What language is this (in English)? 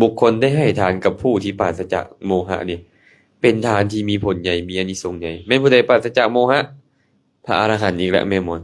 Lao